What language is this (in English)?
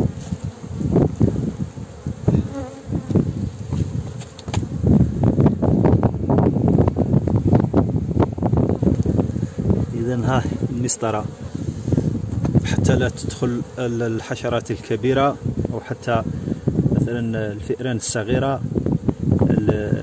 Arabic